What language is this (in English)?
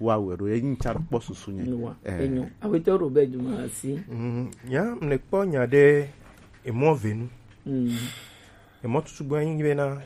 Gen